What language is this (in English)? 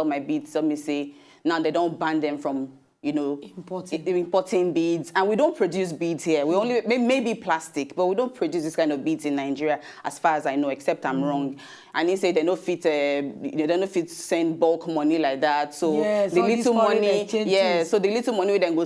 Nigerian Pidgin